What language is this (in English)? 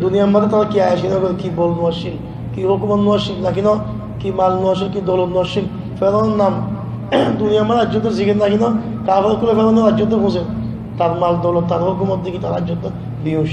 Rohingya